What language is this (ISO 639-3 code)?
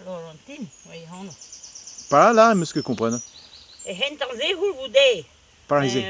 bre